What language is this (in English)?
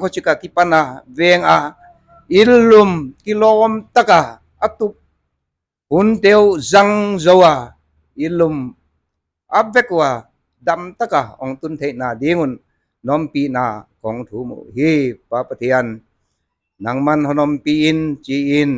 Paite Chin